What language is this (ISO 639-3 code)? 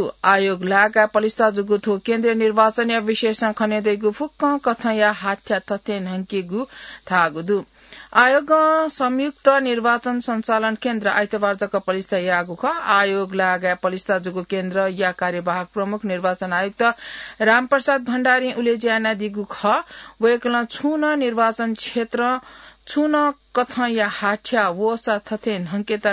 new